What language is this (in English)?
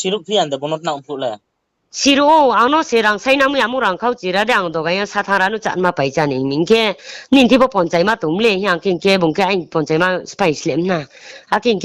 Riang (India)